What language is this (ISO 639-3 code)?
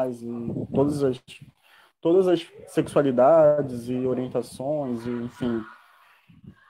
por